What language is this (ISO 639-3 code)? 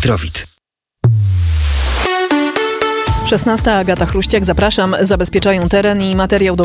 pol